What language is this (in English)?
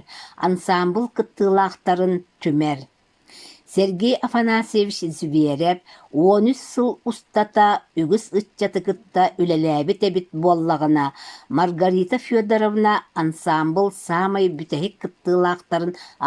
Yakut